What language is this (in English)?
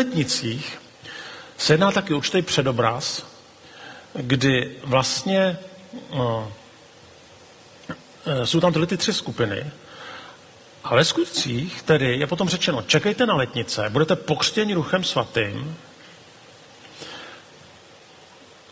Czech